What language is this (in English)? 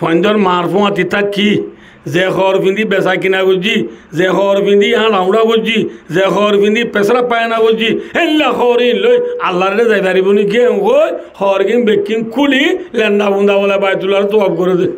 Rohingya